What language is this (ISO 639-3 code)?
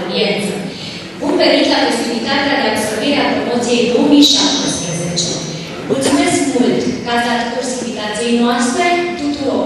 ron